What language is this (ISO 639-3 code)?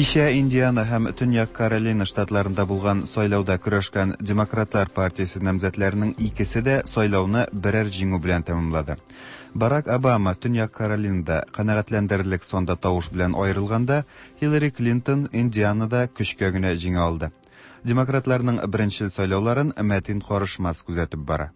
tat